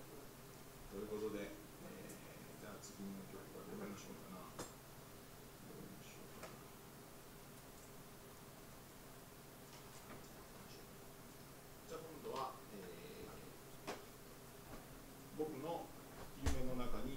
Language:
Japanese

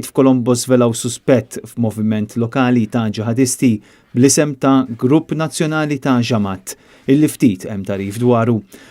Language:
Maltese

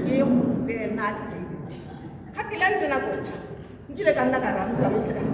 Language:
Tswana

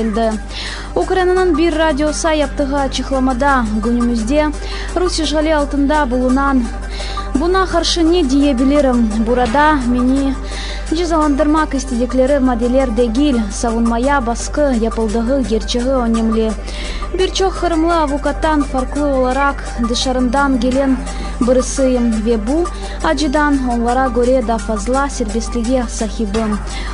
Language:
Crimean Tatar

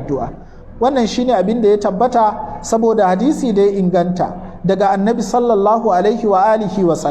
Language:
Hausa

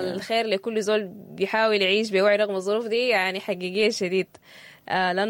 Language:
Sudanese Arabic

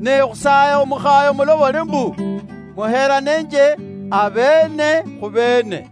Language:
Luyia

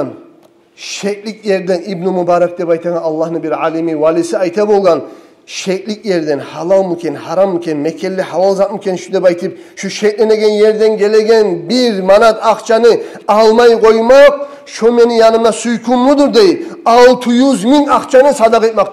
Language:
Kumyk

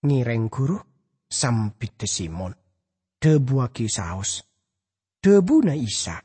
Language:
Madurese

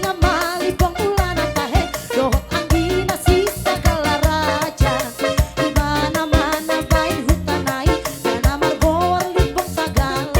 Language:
Batak Toba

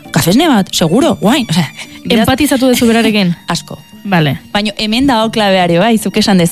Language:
Basque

